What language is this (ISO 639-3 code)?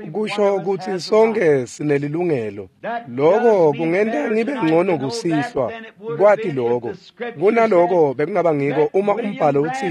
ssw